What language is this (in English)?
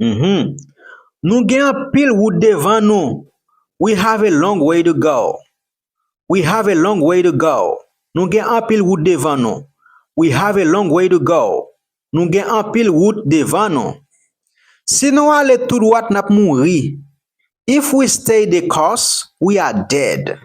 Haitian Creole